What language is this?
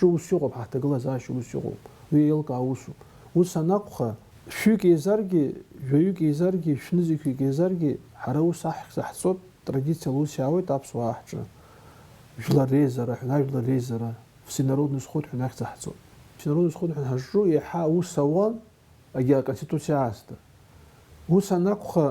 Abkhazian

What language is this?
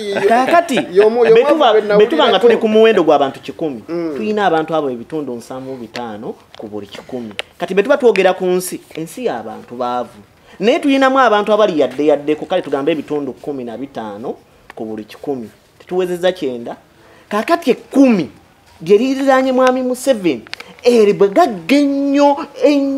Ganda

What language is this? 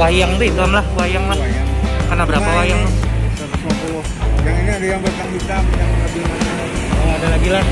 Banjar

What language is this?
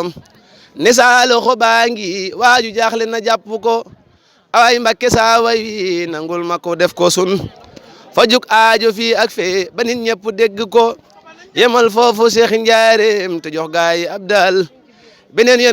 Wolof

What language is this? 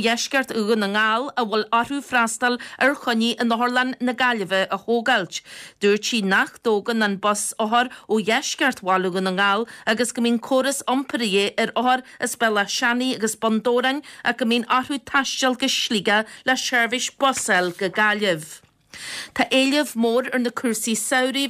Irish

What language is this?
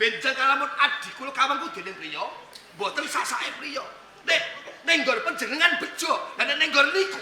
Javanese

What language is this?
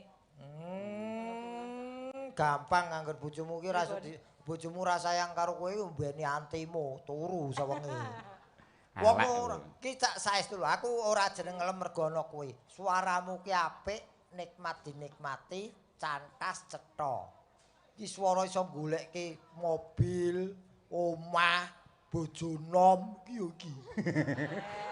Javanese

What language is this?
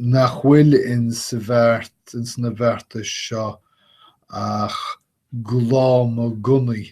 Irish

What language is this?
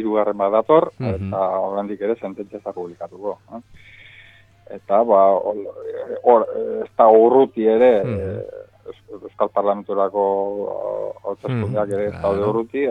Basque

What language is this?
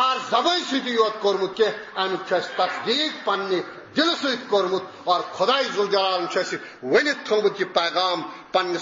Kashmiri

